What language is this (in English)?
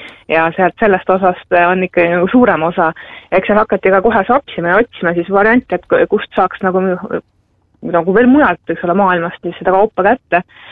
Estonian